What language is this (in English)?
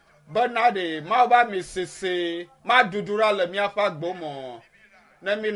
Ewe